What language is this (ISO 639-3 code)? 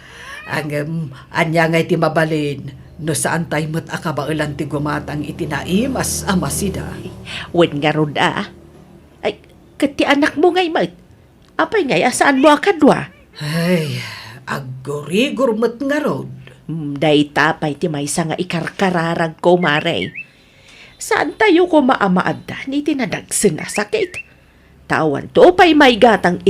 ilo